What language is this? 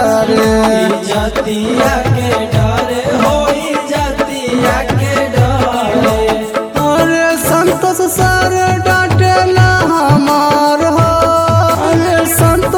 Bhojpuri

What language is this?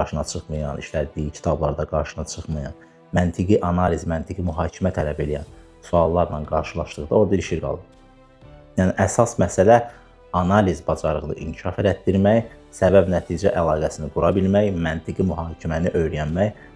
Azerbaijani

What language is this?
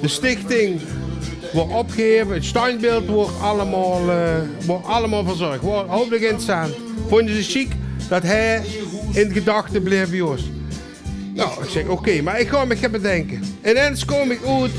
Limburgish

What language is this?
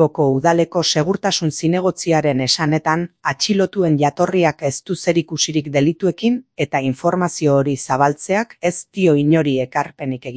Basque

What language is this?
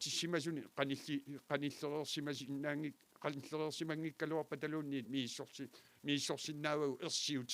Kalaallisut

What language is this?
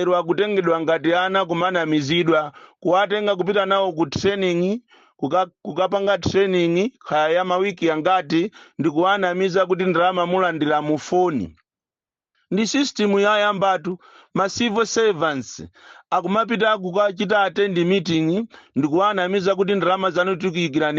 Nyanja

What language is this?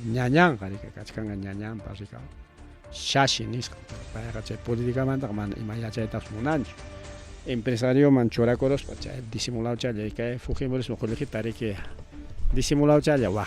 Ayacucho Quechua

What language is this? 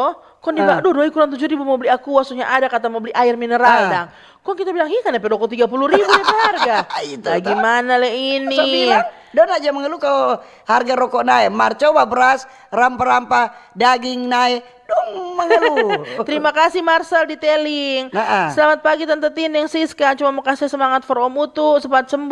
Manado Malay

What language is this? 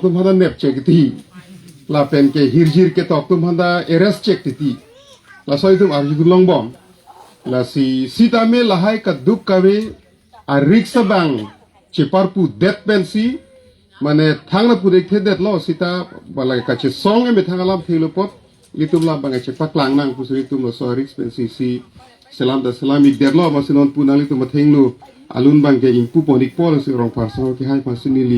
Karbi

